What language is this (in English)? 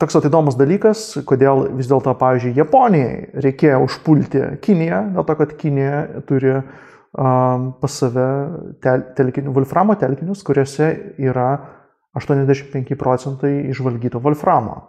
Lithuanian